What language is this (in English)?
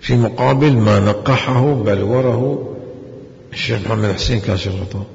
Mesopotamian Arabic